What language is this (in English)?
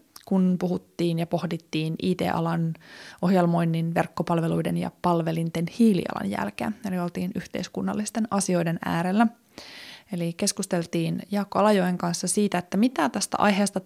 Finnish